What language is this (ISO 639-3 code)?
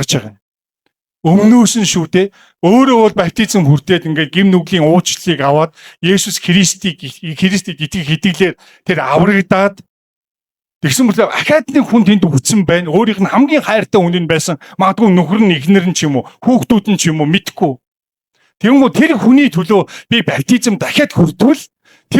mon